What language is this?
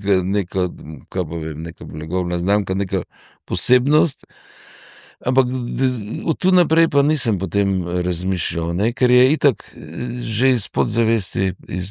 Slovenian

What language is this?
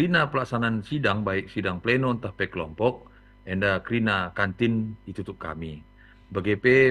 Batak Karo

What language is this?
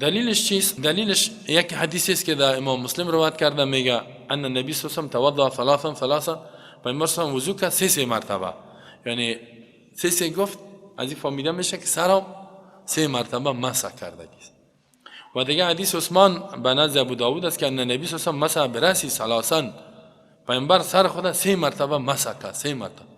Persian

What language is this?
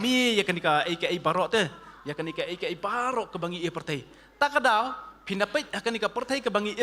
Khasi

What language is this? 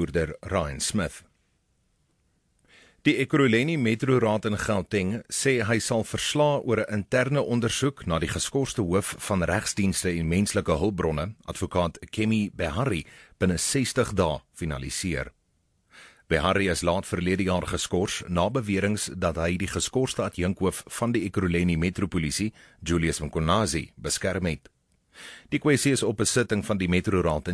Afrikaans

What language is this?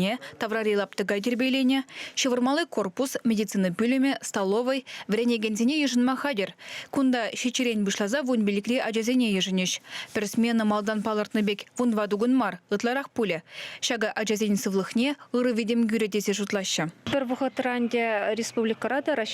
Chuvash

